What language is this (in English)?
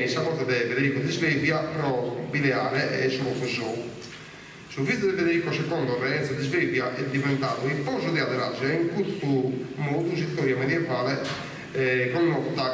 Sardinian